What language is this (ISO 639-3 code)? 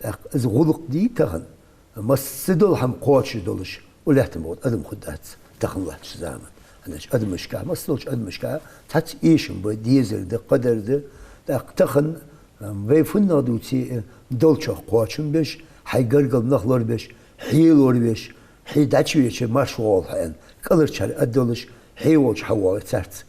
inh